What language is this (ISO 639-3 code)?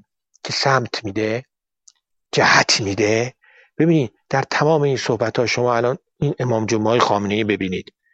fas